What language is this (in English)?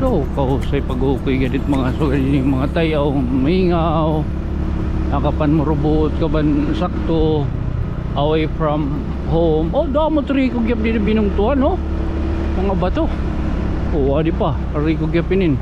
Waray